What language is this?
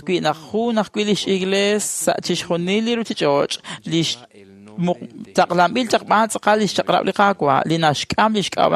Kekchí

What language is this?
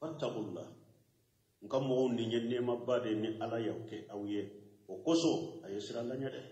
Bambara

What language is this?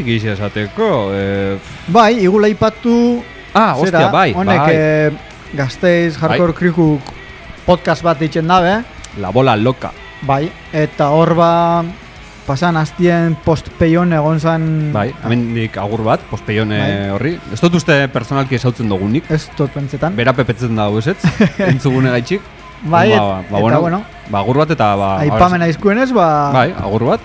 Basque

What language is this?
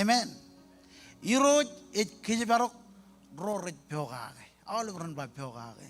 Marshallese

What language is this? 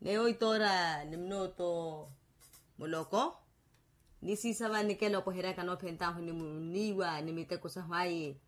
Makhuwa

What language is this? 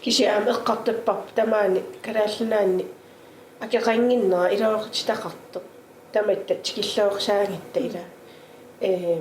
Kalaallisut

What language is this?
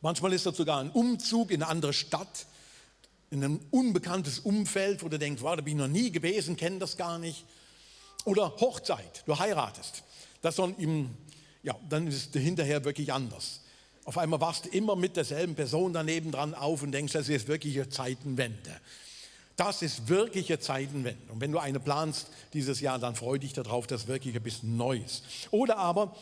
Swiss German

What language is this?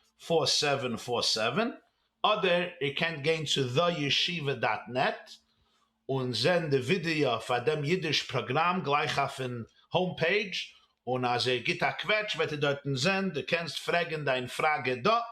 Yiddish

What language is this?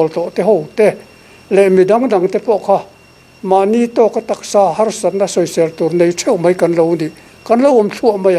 Mizo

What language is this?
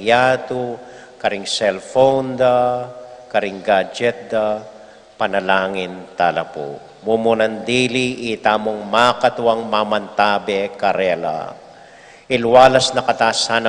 Pampanga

